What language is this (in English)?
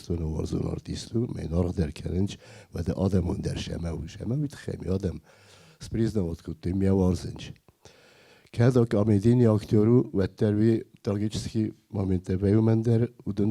Ossetic